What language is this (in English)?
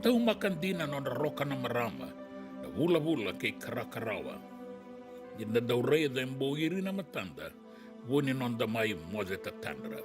Fijian